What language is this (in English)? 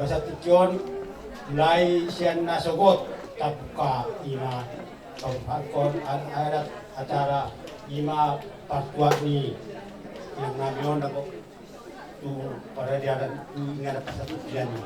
Batak Toba